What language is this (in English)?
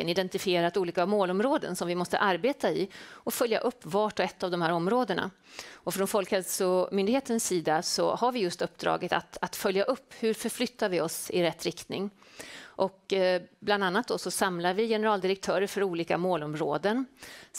Swedish